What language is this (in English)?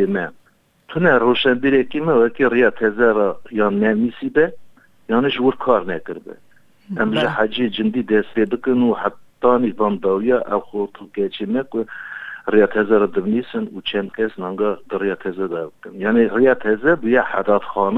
Kurdish